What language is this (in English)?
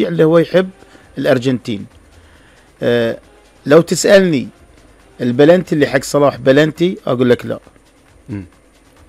Gulf Arabic